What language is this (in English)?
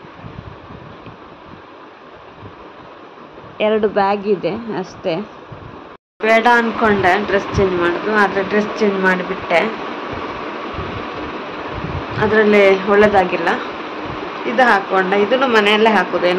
Kannada